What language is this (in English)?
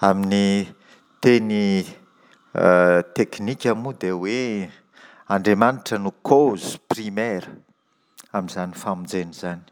Malagasy